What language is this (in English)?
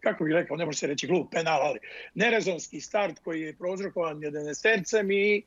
Bosnian